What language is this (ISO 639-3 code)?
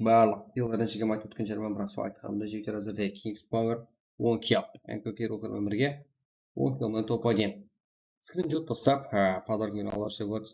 kaa